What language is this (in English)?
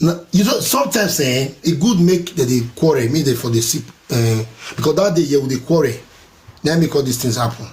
Nigerian Pidgin